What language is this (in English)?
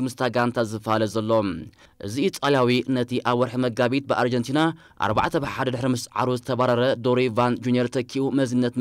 Tigrinya